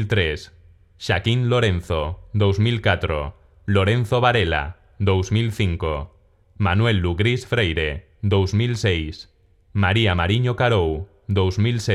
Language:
Galician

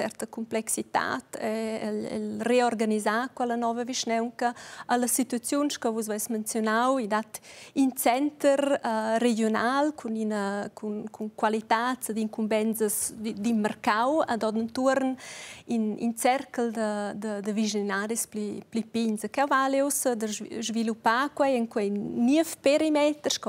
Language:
Romansh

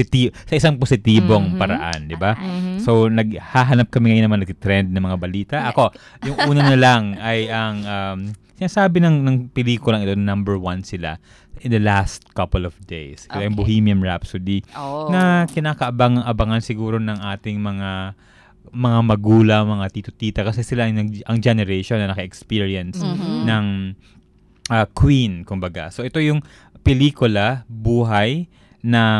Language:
Filipino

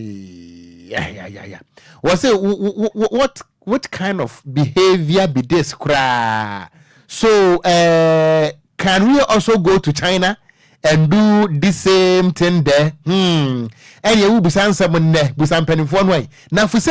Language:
Akan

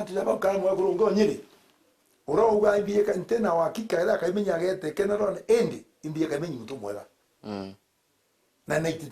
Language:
Meru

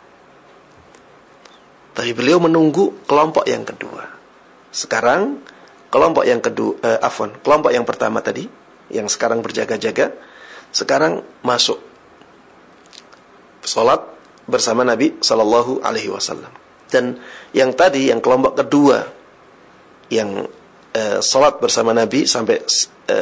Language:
Indonesian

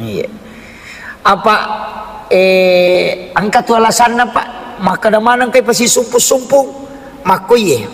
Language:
Buginese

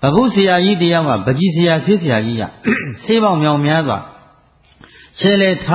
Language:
Burmese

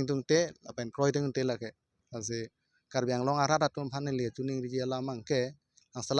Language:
Karbi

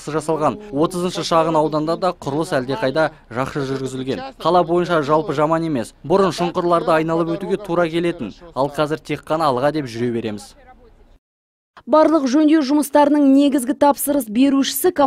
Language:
Kazakh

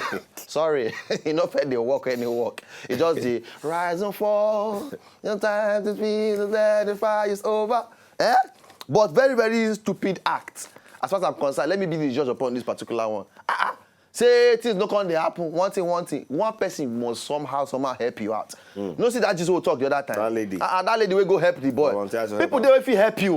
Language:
Nigerian Pidgin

